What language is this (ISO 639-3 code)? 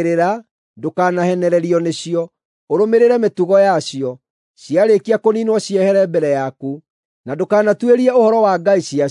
kik